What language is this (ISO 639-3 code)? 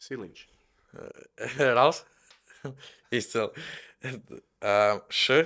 lav